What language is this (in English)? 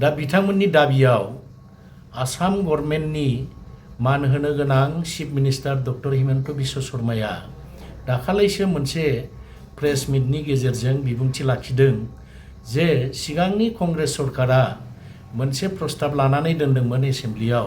Bodo